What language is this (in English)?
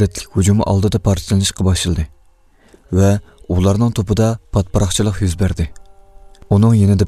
Uyghur